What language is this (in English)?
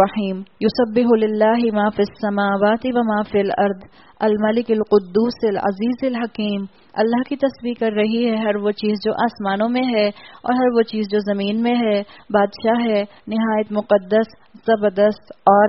Urdu